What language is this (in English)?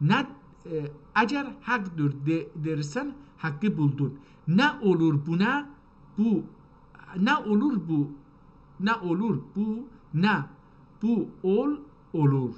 South Azerbaijani